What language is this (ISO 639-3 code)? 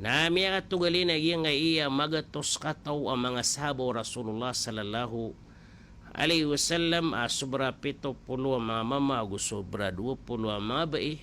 mrw